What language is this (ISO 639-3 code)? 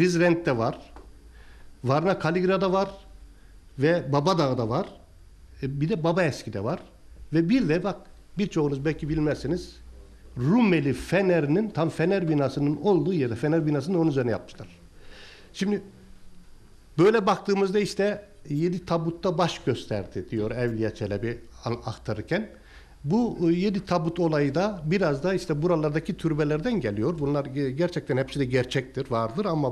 tur